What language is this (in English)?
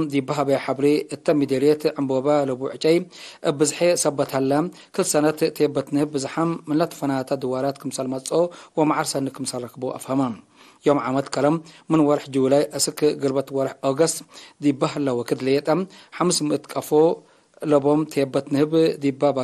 Tigre